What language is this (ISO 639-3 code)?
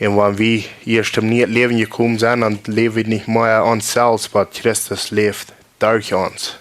pdt